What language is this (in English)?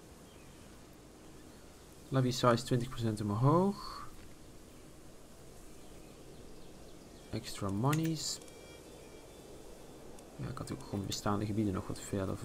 Dutch